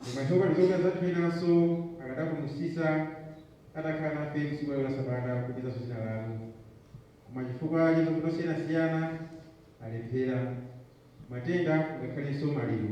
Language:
Nyanja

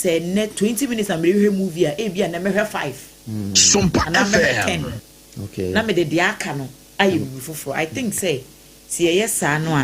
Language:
Akan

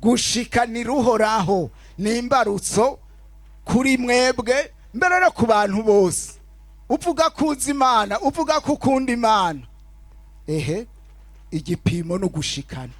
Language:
Rundi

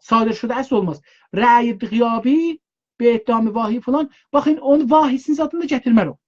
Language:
South Azerbaijani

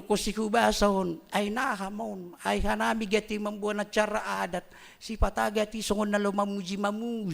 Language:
Batak Simalungun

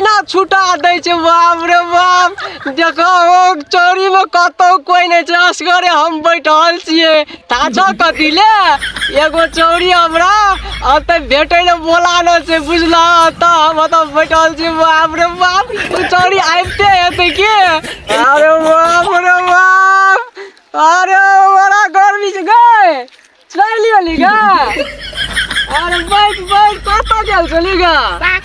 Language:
Maithili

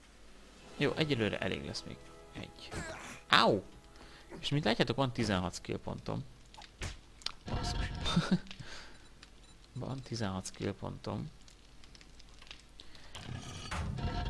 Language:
Hungarian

